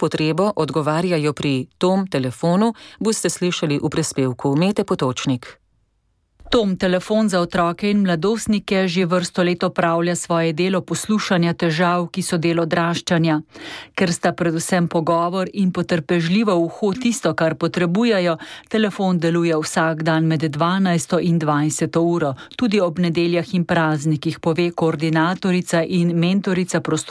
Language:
Slovenian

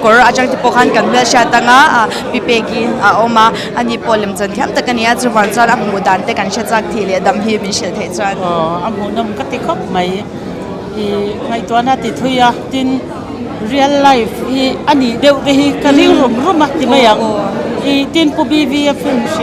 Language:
Mizo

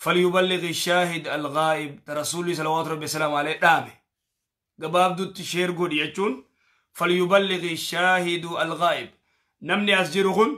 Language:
Oromo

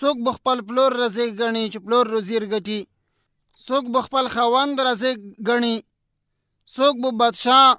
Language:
Pashto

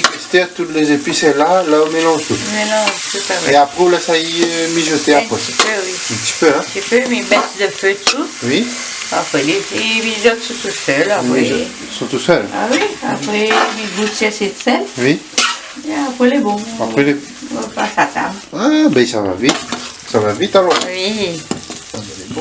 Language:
Réunion Creole French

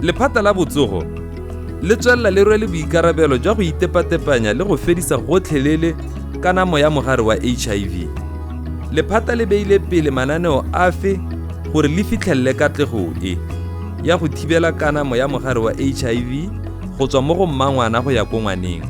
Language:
Tswana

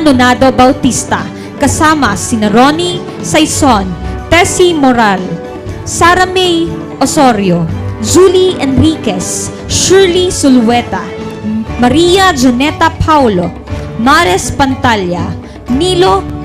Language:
Bikol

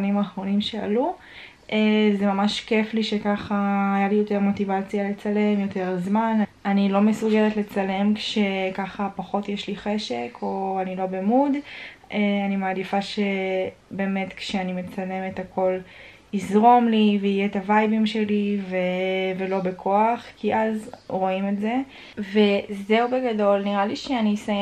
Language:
Hebrew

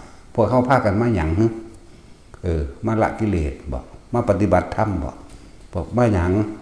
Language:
Northeastern Thai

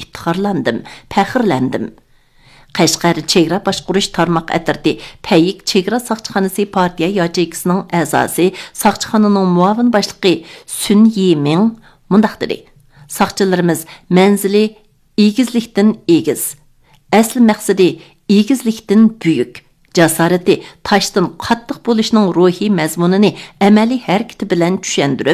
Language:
Uyghur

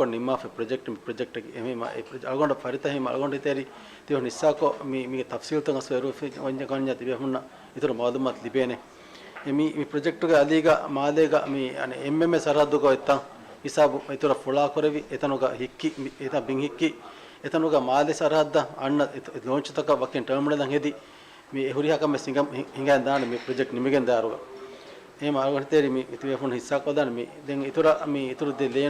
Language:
Divehi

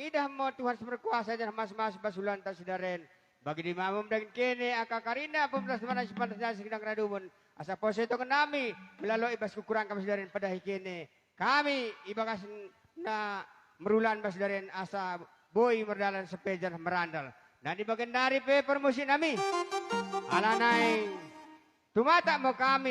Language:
Batak Dairi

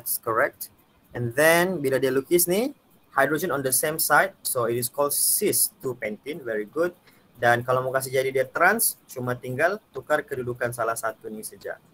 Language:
Malay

